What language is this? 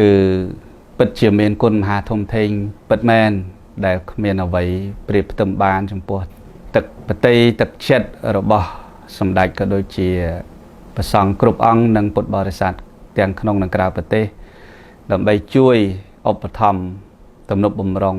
Khmer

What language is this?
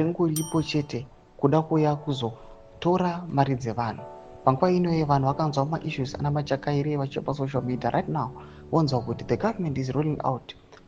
Shona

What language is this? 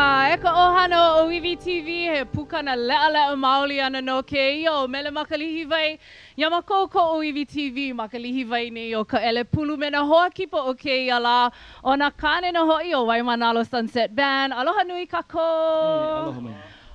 Hawaiian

